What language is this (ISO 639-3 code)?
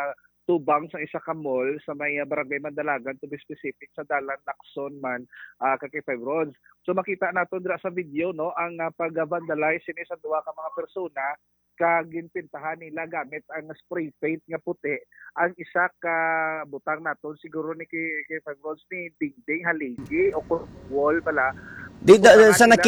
hil